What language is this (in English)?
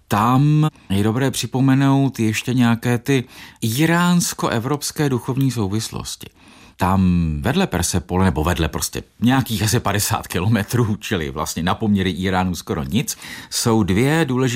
Czech